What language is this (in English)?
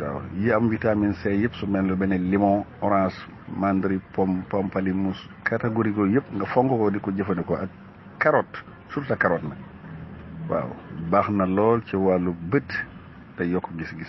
Wolof